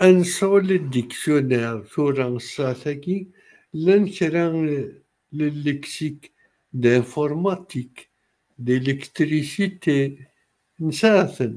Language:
Kabyle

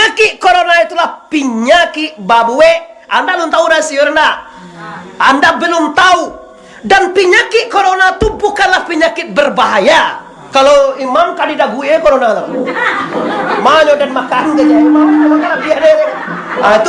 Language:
Minangkabau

